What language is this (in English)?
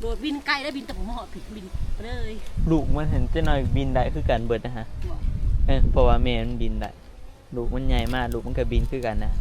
Northeastern Thai